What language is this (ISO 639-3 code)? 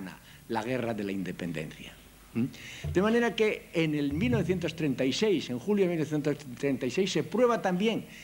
spa